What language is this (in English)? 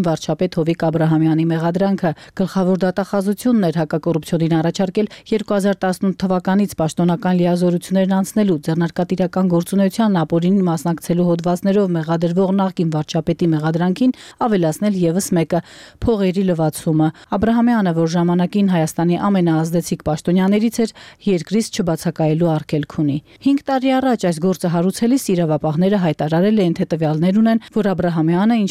Armenian